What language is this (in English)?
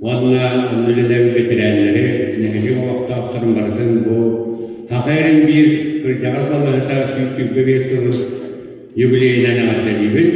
Yakut